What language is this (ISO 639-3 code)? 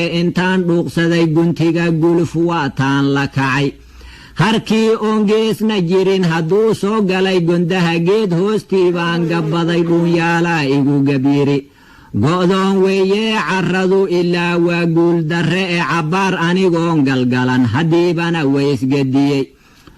som